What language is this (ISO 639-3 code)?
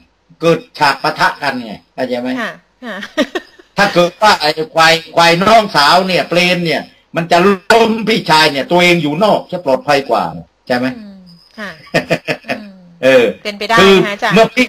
tha